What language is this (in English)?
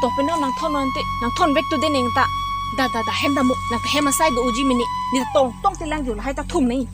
Karbi